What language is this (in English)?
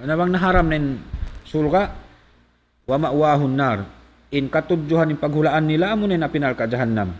Tausug